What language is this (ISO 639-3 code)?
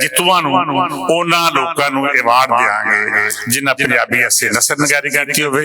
lah